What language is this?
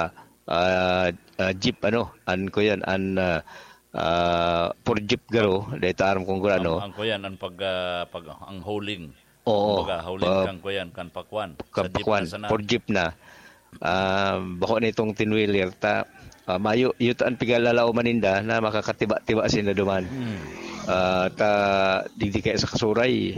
Bikol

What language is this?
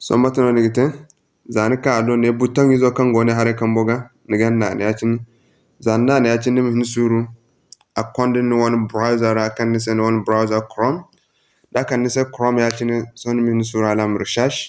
Zarma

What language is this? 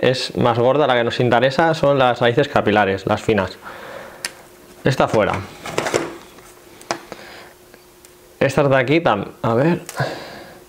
Spanish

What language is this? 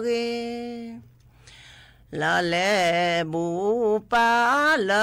S'gaw Karen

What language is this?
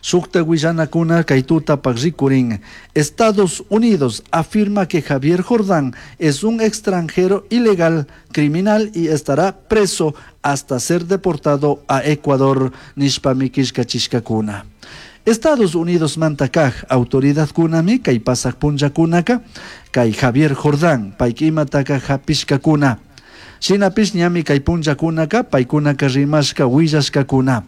Chimborazo Highland Quichua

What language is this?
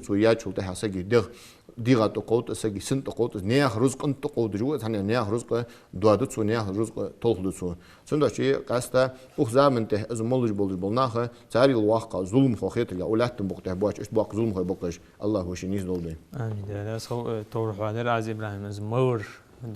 Ingush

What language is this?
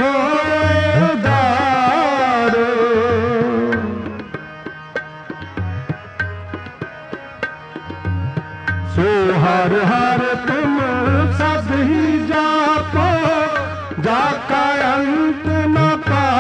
Punjabi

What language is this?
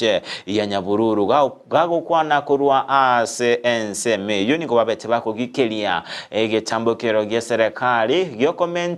Gusii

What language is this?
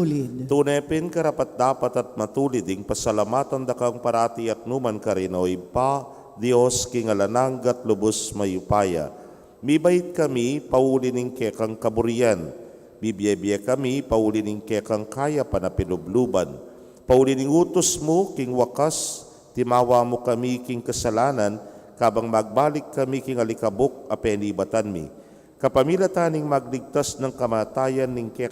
Pampanga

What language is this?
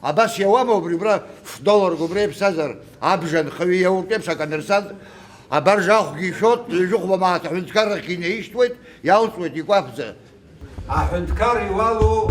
Abkhazian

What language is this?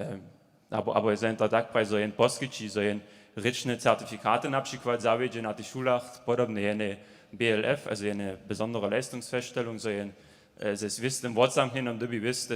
Upper Sorbian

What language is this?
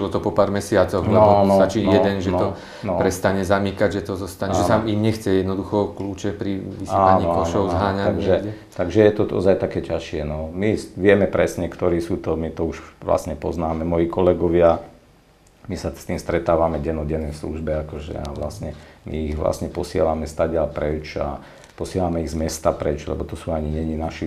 Slovak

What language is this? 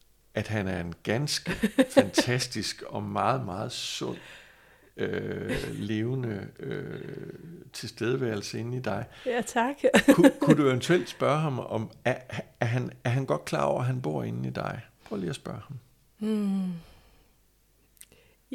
Danish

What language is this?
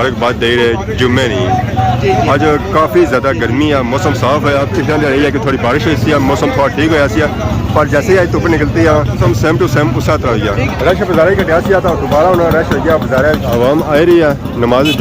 Pahari-Potwari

